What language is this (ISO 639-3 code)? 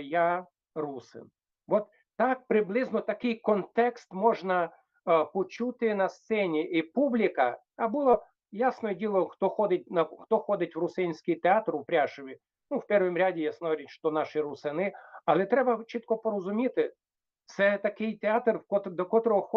rue